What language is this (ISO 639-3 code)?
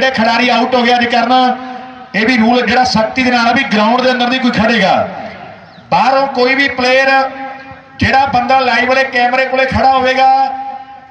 pan